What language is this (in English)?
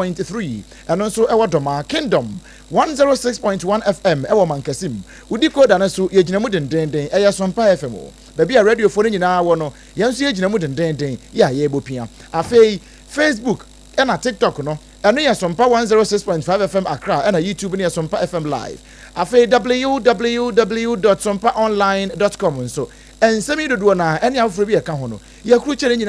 Akan